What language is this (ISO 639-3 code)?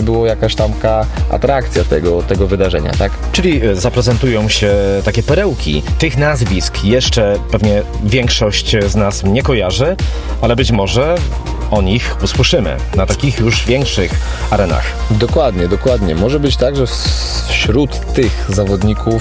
pol